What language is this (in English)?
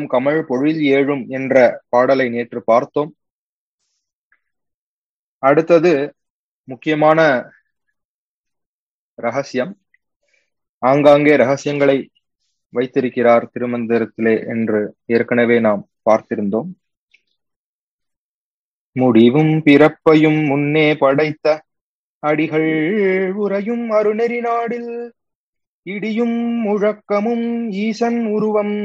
Tamil